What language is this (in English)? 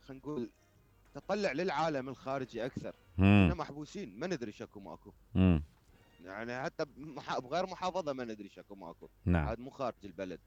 Mesopotamian Arabic